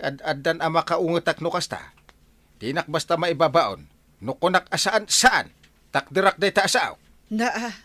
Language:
Iloko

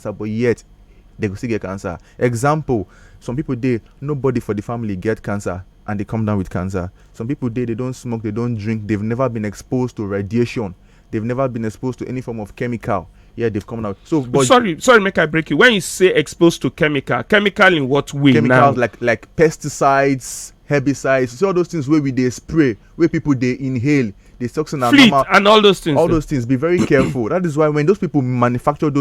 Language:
Nigerian Pidgin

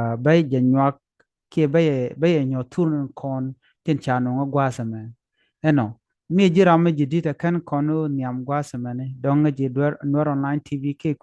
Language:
Nuer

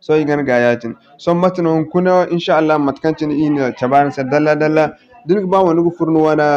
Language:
Zarma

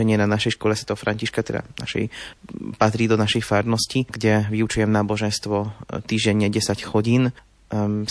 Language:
Slovak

